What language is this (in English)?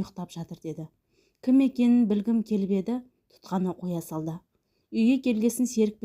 Kazakh